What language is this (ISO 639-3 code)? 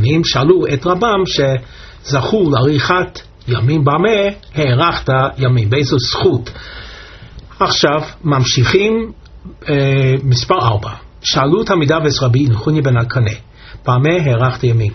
heb